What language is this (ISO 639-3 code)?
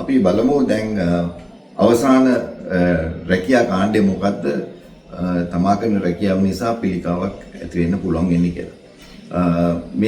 sin